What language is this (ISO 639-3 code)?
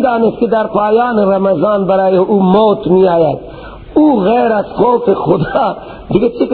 fas